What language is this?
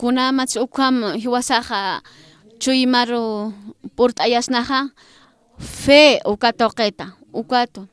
Aymara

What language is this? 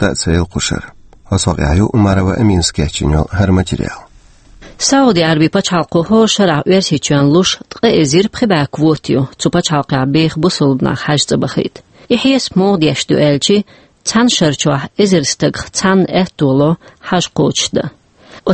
Chechen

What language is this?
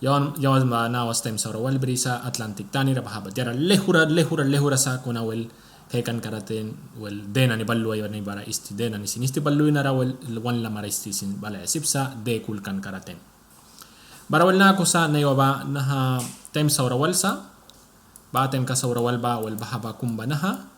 Mískito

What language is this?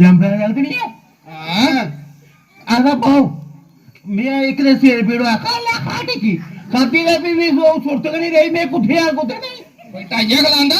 Dogri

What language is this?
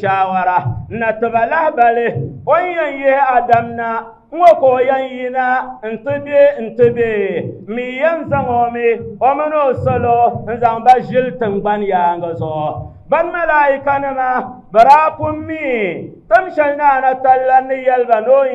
Dagbani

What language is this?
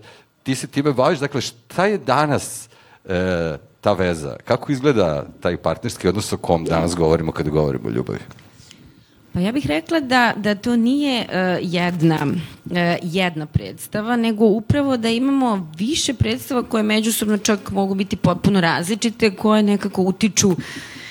Serbian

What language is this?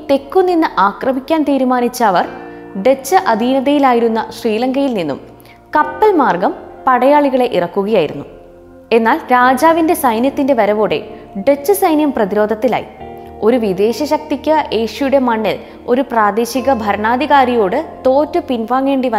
Malayalam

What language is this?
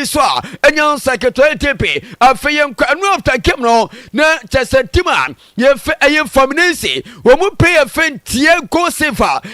Akan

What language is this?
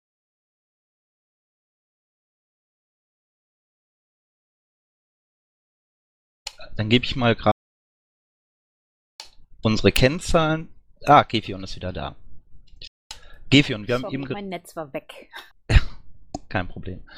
German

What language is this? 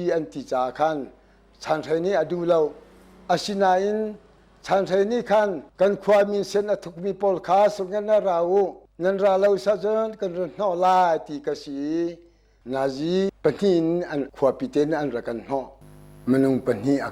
Hakha Chin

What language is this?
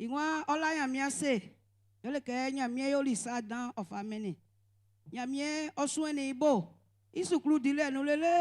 Baoulé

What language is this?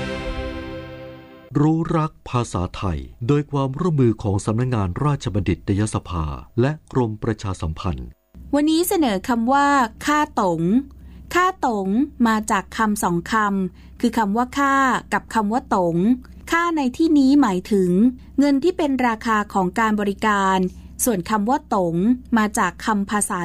Thai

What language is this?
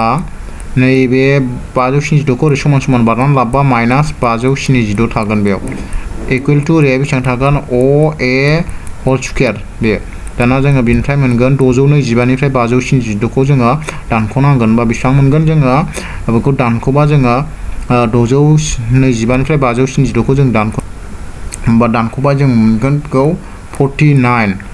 Bodo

